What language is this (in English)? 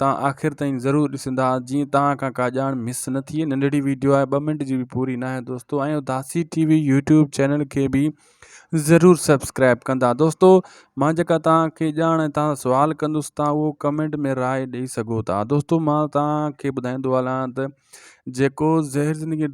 Sindhi